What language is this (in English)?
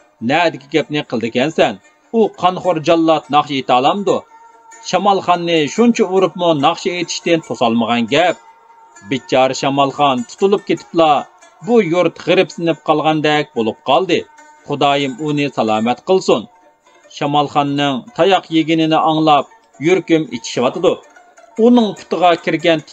Uyghur